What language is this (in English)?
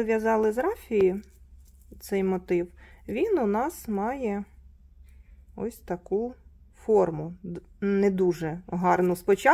Ukrainian